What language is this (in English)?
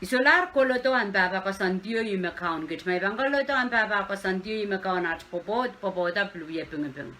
Pohnpeian